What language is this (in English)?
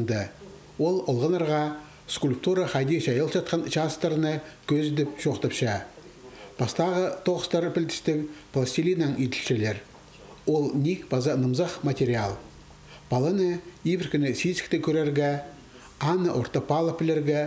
Khakas